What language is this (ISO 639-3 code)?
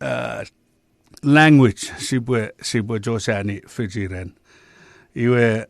chk